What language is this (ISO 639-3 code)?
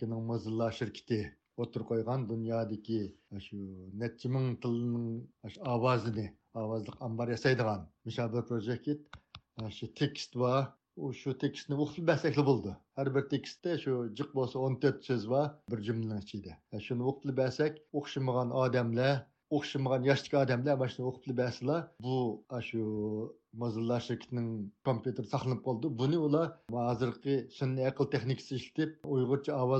uig